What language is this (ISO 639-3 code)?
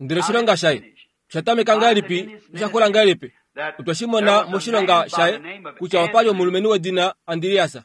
kua